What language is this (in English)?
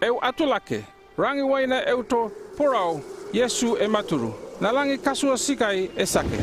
North Efate